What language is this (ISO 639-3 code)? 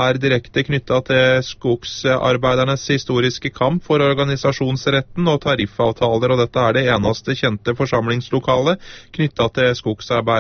nor